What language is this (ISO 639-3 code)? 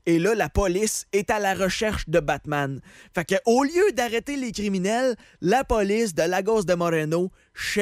fra